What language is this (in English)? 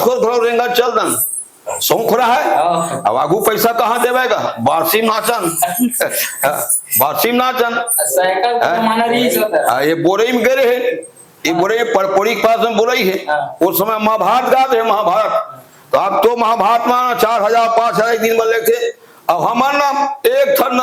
Chhattisgarhi